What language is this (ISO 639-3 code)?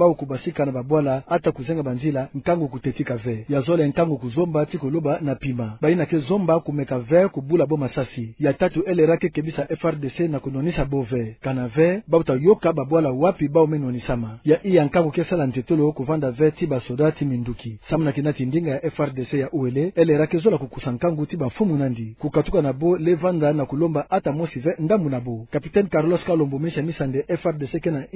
ktu